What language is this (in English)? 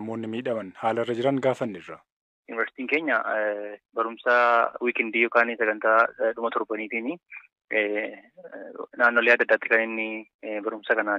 Oromo